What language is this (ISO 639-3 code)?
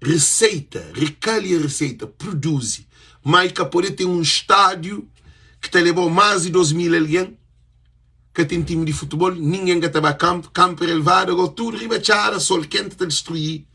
kea